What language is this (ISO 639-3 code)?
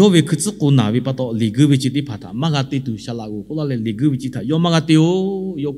lhu